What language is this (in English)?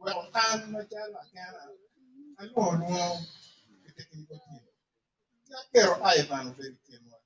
Acoli